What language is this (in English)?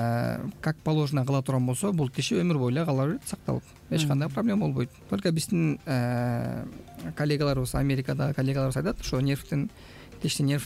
Kyrgyz